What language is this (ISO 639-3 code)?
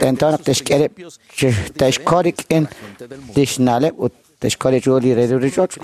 kek